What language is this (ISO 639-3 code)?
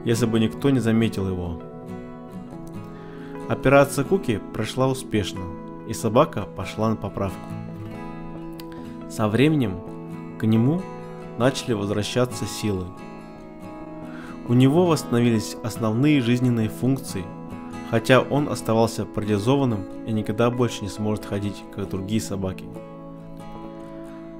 rus